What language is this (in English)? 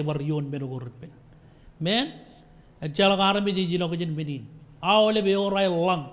Marshallese